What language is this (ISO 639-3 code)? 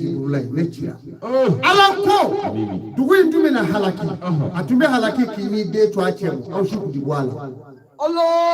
bam